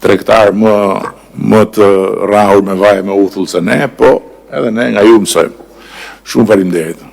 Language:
Albanian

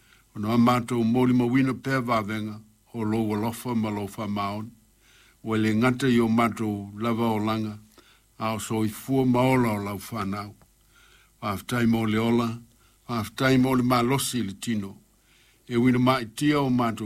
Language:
Samoan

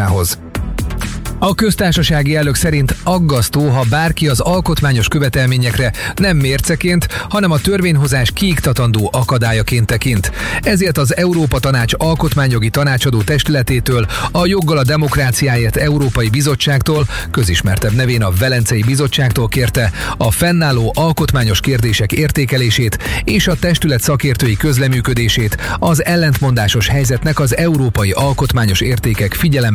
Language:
Hungarian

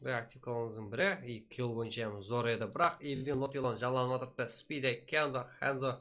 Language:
Kara-Kalpak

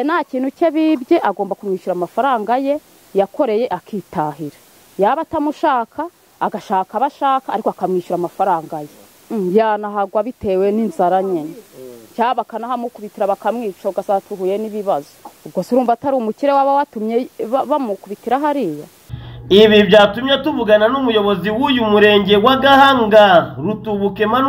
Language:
Kinyarwanda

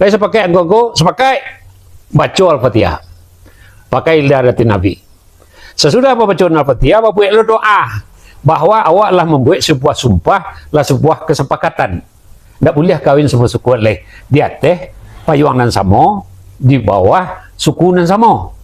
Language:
Minangkabau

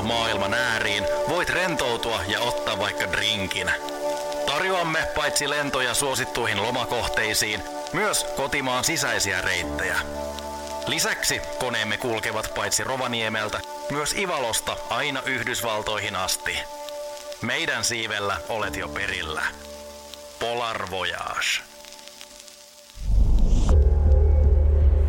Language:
Finnish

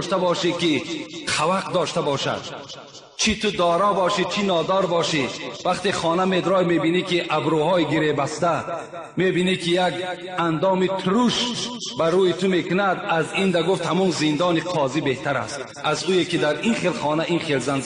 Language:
Tajik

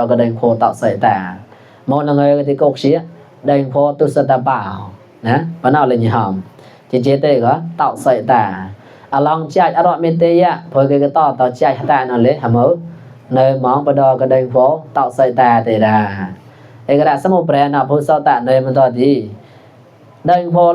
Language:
Mon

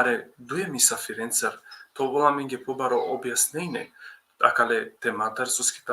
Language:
Balkan Romani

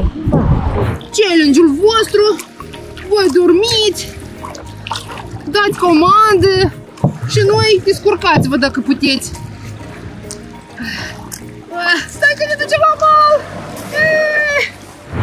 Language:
Romanian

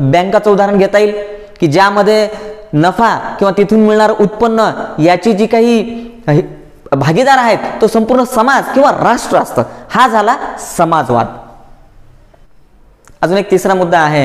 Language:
Marathi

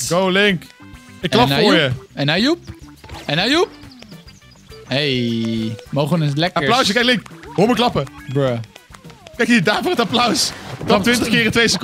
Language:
Dutch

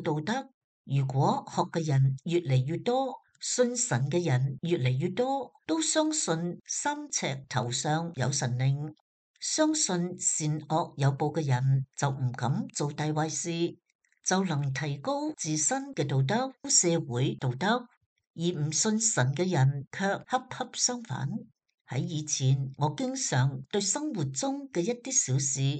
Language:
Cantonese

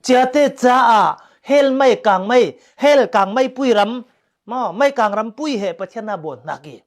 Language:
Falam Chin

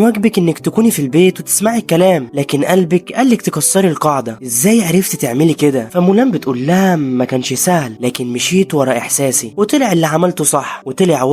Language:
Egyptian Arabic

